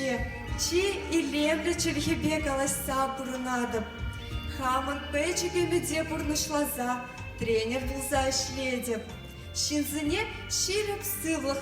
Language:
Chuvash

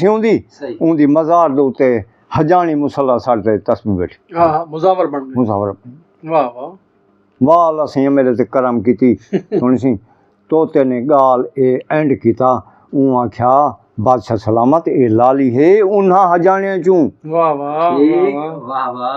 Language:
Saraiki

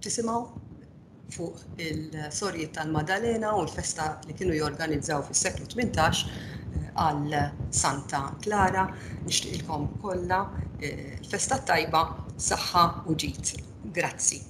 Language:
Maltese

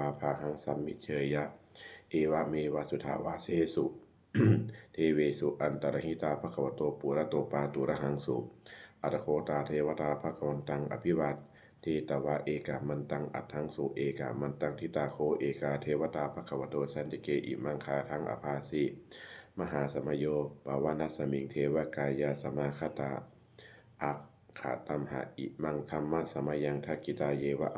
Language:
Pali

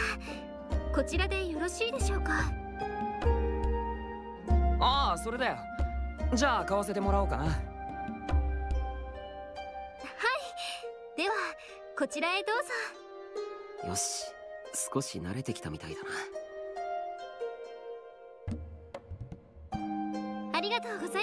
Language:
Japanese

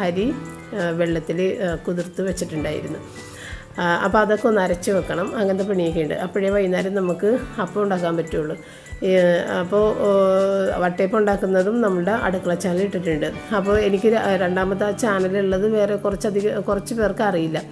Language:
Malayalam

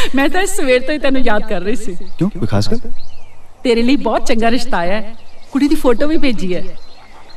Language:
Punjabi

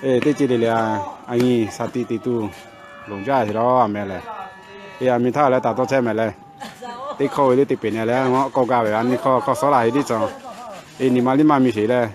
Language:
Lahu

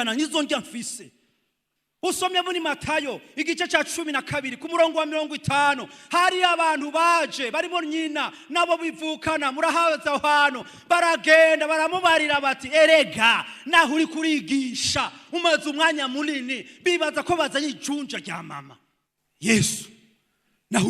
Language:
Rundi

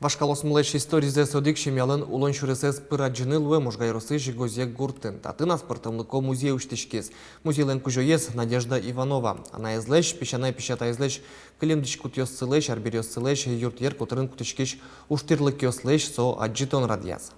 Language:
Udmurt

